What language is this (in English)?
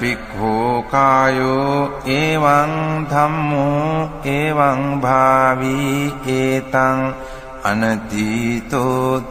Pali